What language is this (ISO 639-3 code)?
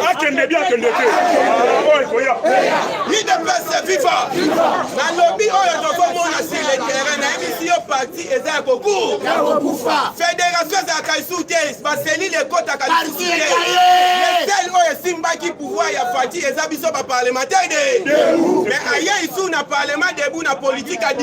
lin